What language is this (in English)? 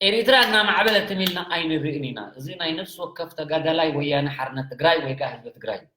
Tigrinya